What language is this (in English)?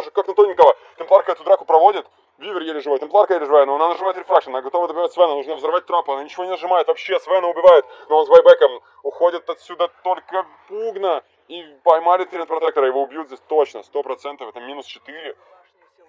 Russian